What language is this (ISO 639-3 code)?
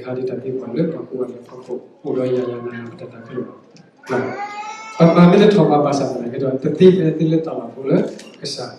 ksw